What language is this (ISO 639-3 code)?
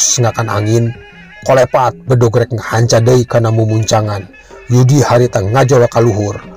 sun